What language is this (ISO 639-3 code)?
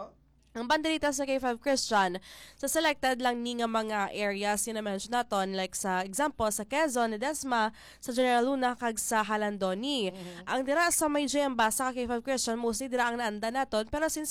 hil